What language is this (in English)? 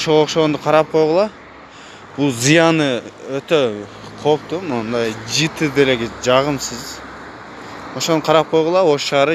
Kyrgyz